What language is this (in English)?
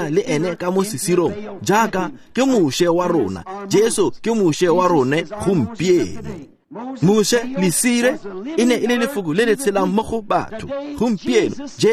Tswana